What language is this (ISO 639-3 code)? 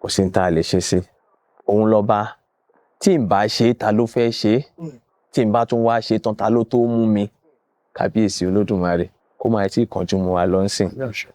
yor